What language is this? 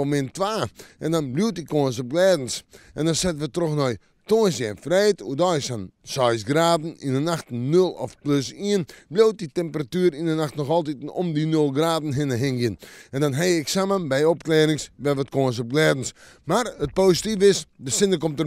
Western Frisian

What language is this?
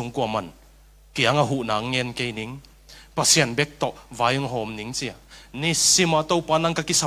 Tedim Chin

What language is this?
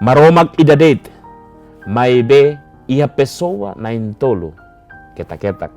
Tetum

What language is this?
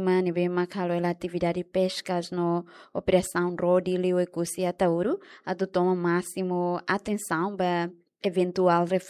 Tetum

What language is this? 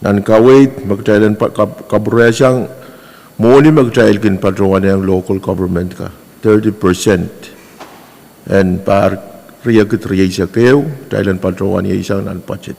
Pohnpeian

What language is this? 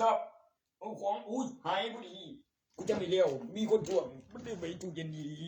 Northeastern Thai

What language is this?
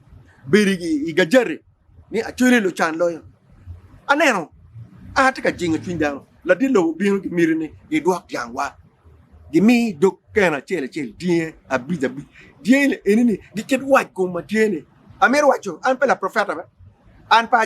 Acoli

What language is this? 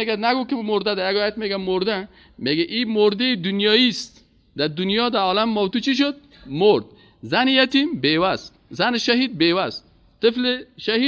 Persian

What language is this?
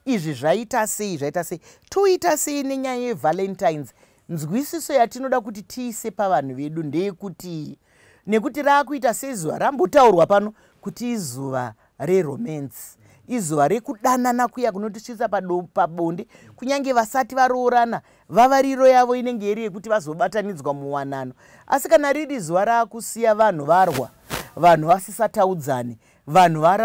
Shona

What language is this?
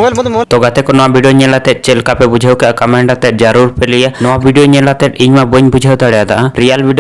Santali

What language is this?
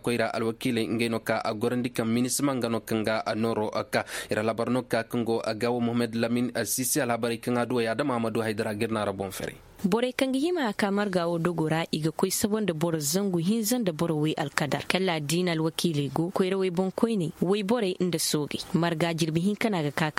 Koyraboro Senni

